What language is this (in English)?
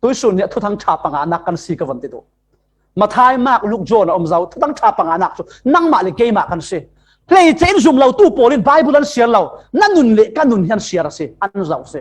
Falam Chin